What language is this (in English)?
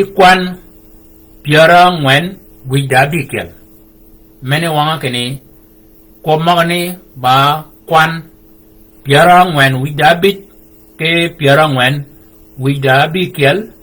Shilluk